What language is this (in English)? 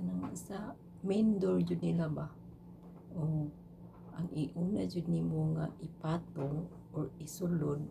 Cebuano